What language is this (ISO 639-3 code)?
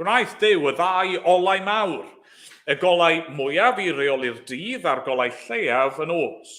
cym